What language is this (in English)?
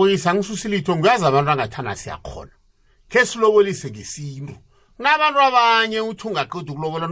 South Ndebele